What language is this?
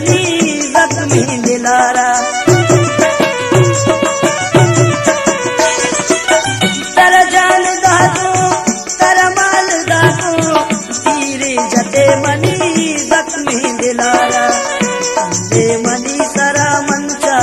Baluchi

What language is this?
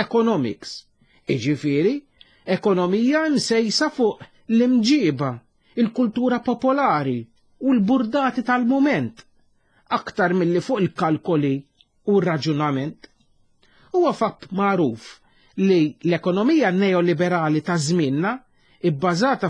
Maltese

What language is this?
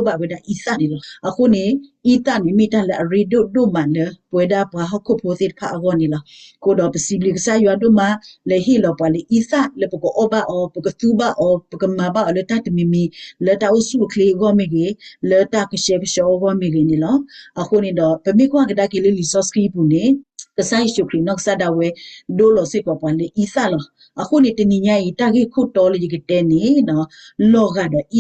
S'gaw Karen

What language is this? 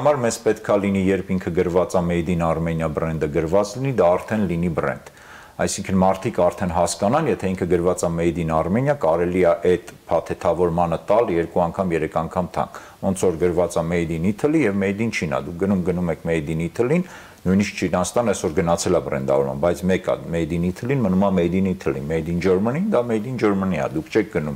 Armenian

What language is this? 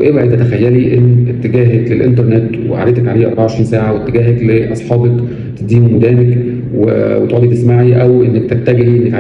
Egyptian Arabic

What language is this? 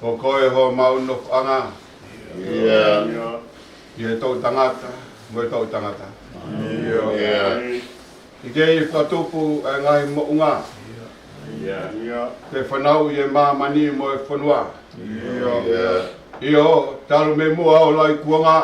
Tongan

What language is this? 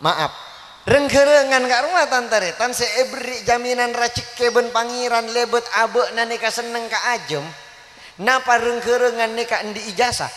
Madurese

